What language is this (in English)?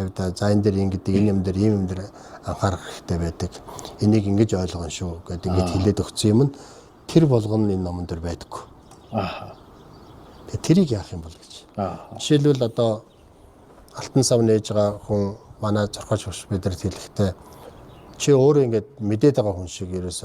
Mongolian